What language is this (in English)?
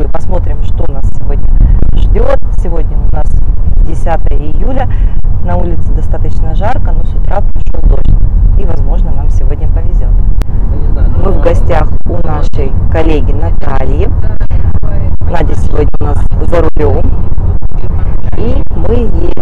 Russian